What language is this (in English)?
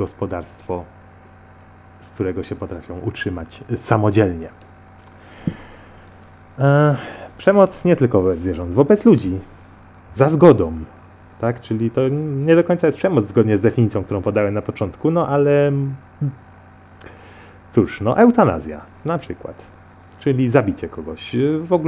Polish